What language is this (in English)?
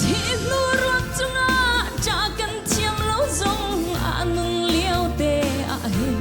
Hakha Chin